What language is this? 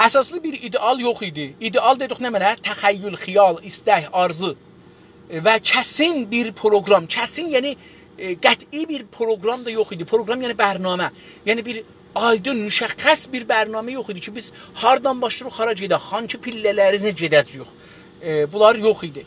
South Azerbaijani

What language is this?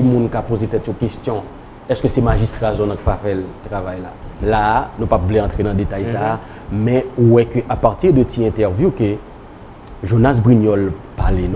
Haitian Creole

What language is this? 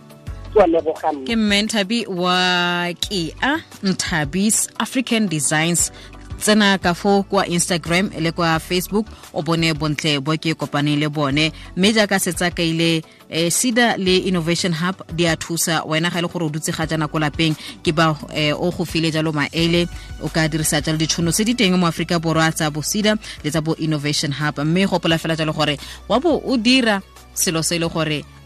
Tswana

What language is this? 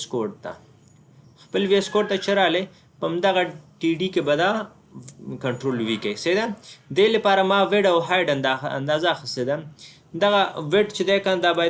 Pashto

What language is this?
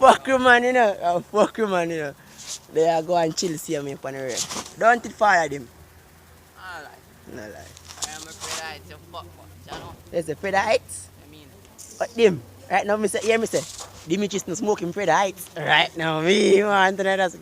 Jamaican Creole English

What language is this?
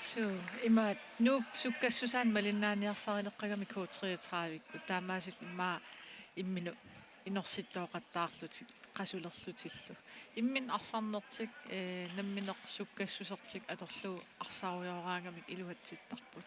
Kalaallisut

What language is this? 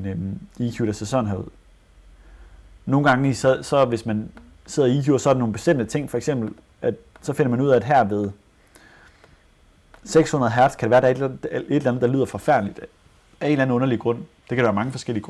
Danish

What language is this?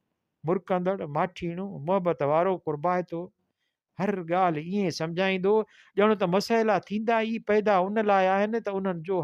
Sindhi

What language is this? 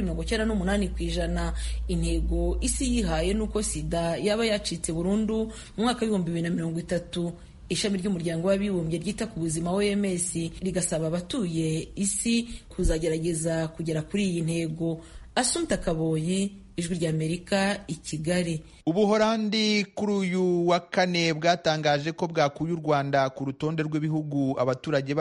Kinyarwanda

